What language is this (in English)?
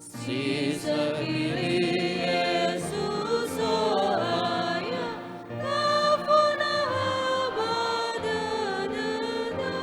Nias